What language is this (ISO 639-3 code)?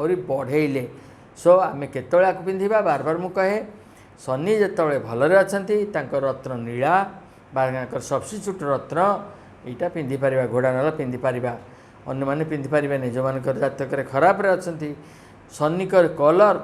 ori